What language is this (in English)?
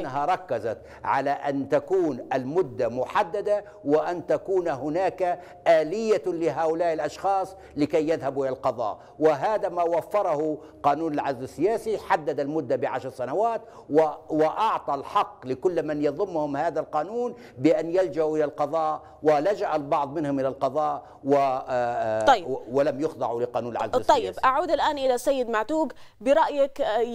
Arabic